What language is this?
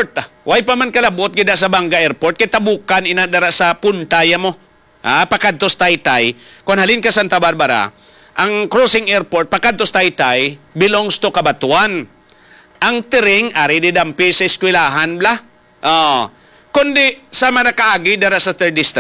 Hiligaynon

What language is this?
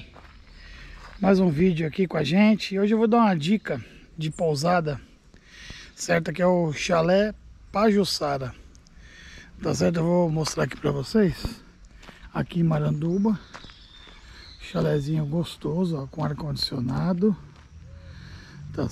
Portuguese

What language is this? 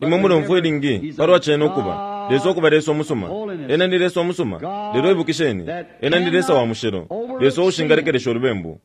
Bemba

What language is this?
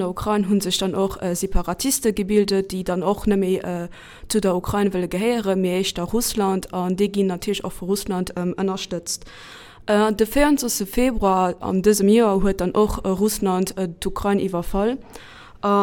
Luxembourgish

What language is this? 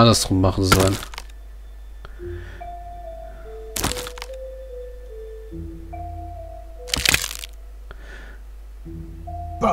German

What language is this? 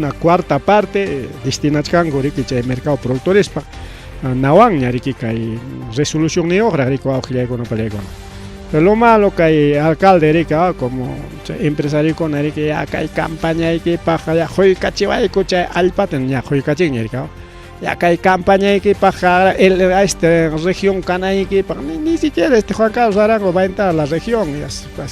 Ayacucho Quechua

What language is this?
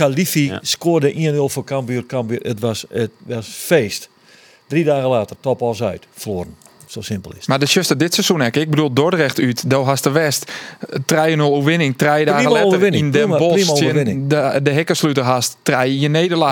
Western Frisian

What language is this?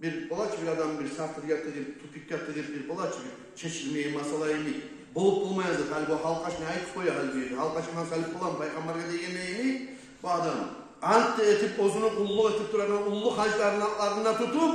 Kumyk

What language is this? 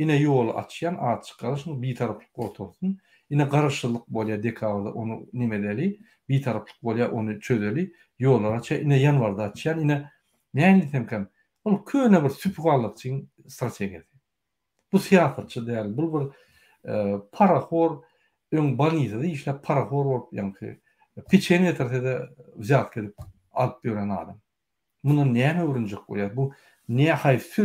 Turkmen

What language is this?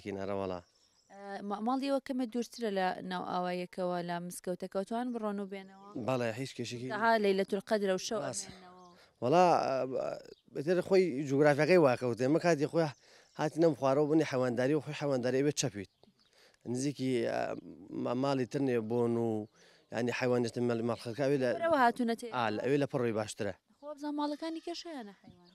Central Kurdish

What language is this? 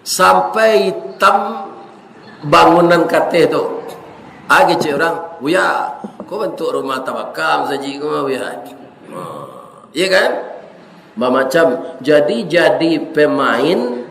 Minangkabau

